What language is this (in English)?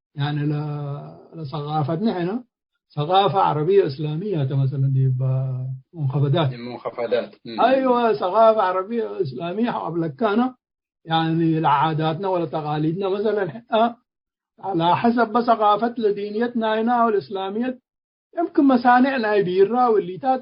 Tigre